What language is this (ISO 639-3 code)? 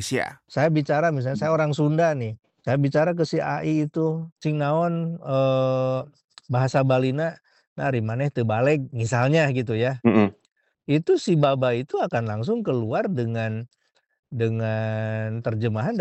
ind